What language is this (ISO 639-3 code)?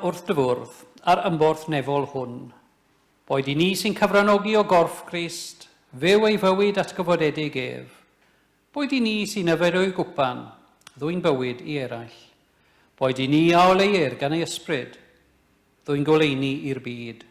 cym